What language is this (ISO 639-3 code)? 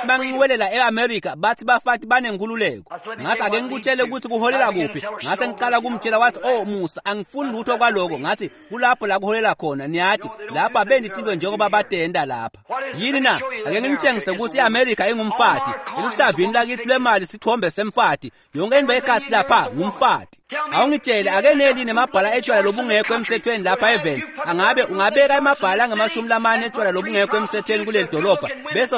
ssw